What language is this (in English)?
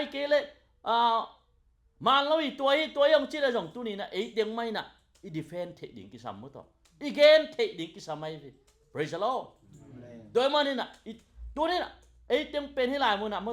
Tedim Chin